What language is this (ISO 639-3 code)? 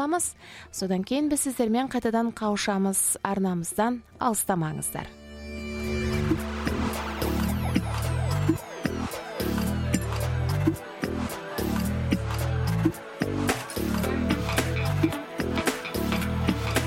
kaz